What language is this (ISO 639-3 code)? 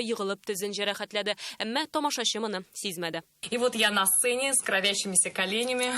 tat